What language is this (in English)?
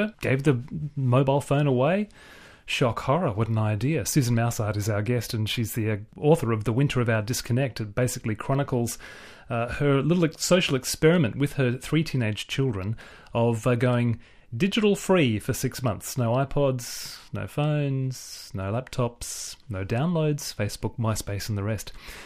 English